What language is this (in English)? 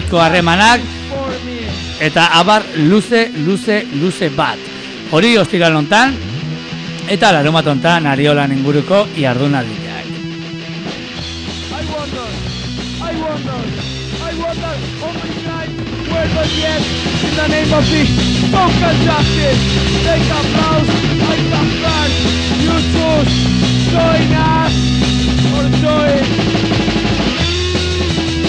Basque